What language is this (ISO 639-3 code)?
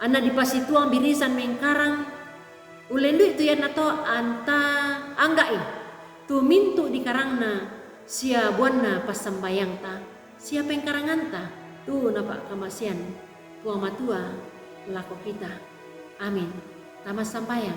sda